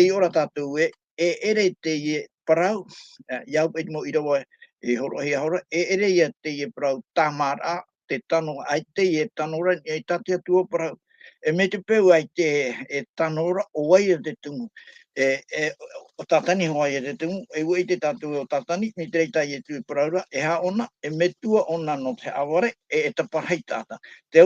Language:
Tahitian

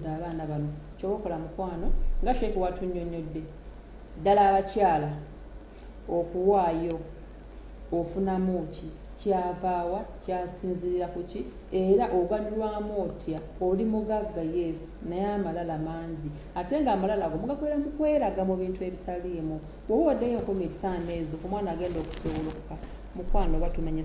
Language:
Ganda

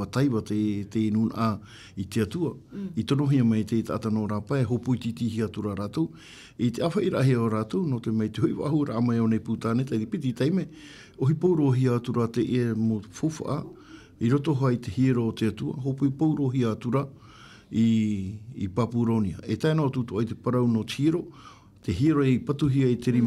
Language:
Tahitian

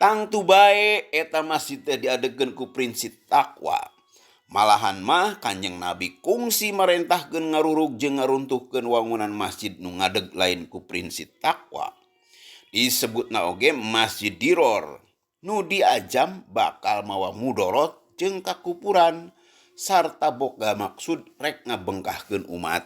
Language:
Sundanese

